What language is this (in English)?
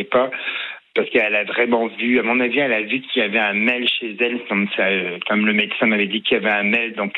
French